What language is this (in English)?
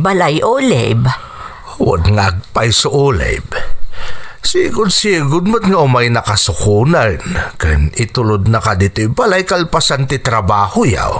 Iloko